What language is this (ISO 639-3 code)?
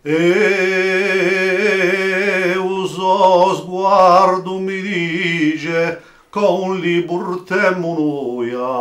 cos